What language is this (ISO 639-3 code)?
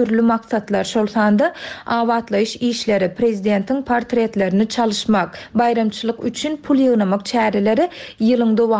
tuk